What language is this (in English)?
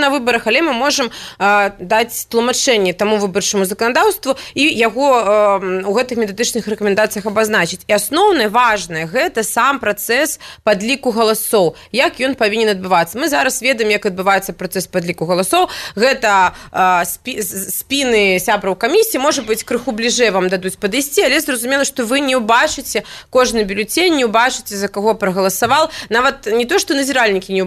Belarusian